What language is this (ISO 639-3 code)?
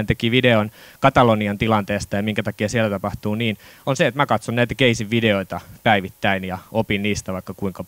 fin